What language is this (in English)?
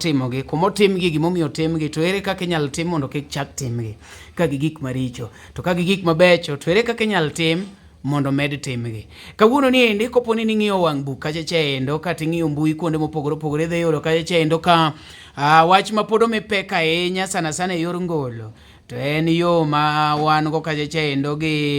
Luo (Kenya and Tanzania)